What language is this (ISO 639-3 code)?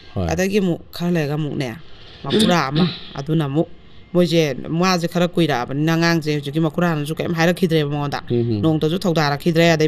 mni